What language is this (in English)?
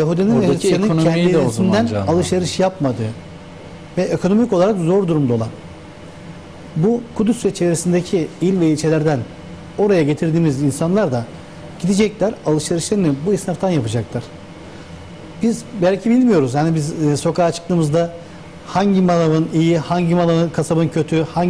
Turkish